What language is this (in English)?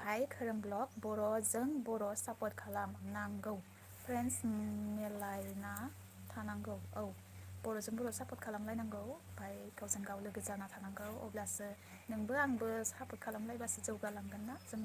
Bodo